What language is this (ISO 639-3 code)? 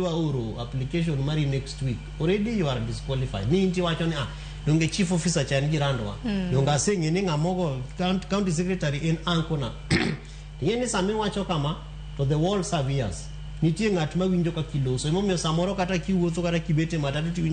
luo